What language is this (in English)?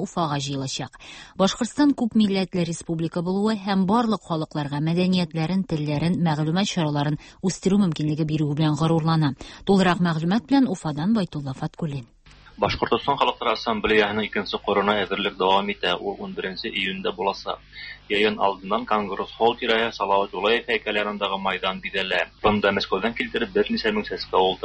Tatar